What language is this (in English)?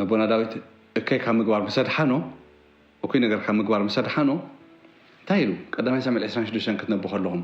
Tigrinya